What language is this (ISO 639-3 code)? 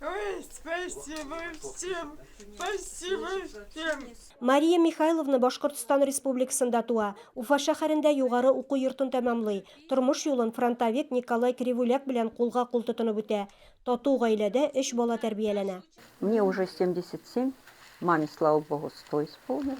tat